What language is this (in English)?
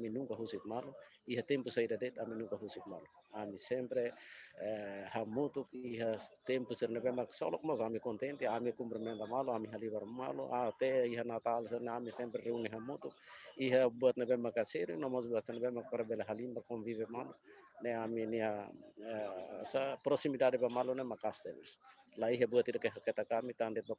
Tetum